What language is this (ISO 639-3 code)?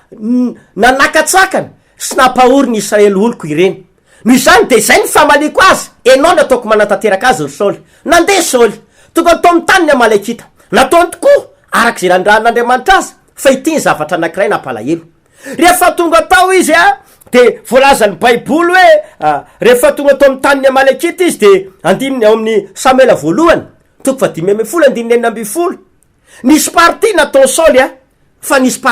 mlg